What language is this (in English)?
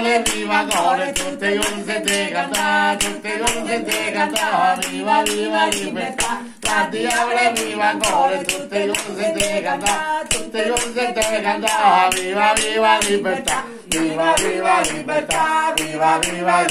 Italian